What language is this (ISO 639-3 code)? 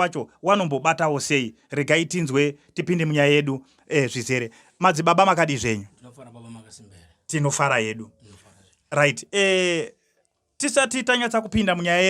sna